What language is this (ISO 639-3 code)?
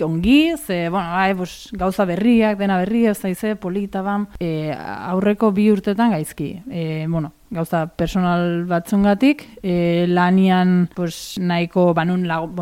eus